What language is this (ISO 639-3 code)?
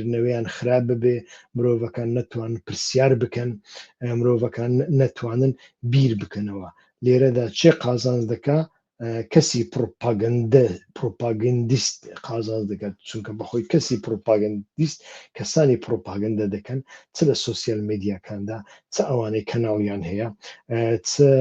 ckb